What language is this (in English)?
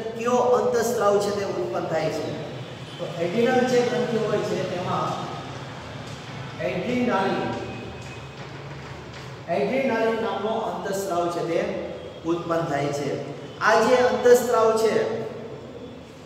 Gujarati